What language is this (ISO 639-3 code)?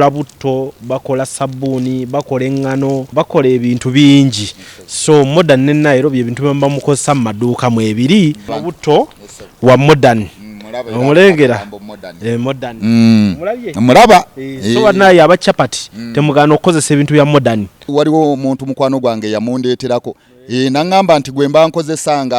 lug